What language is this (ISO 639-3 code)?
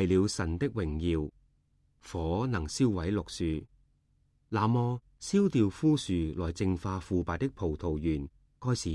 yue